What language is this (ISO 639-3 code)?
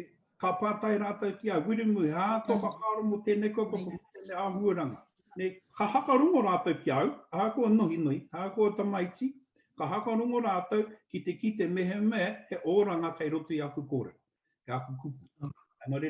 mri